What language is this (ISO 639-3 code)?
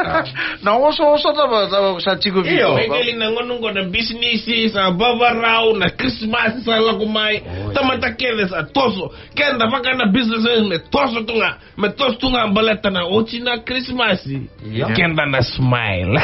fij